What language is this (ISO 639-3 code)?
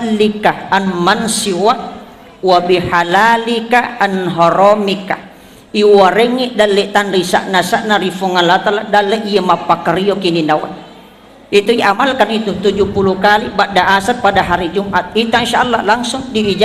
bug